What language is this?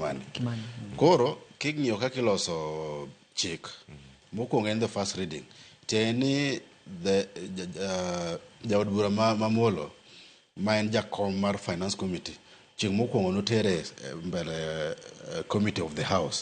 Luo (Kenya and Tanzania)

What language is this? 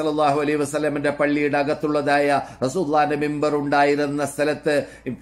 Malayalam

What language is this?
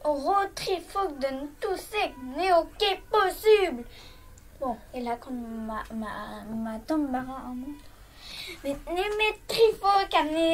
Breton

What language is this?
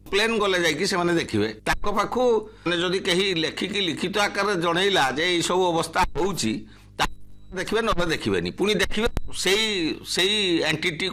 Odia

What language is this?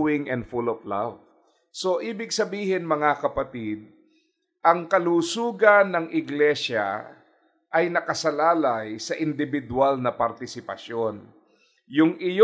Filipino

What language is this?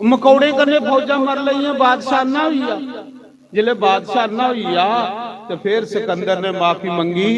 Dogri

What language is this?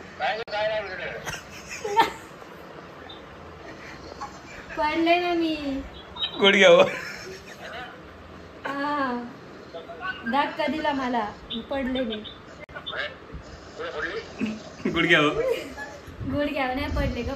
Marathi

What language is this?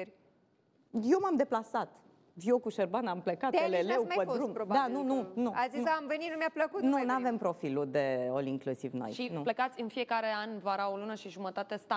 Romanian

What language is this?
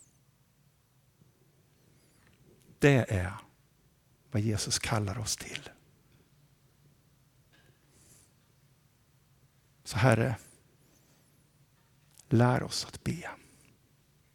Swedish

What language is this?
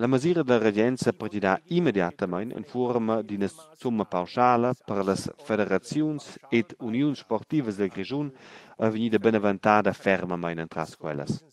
Romansh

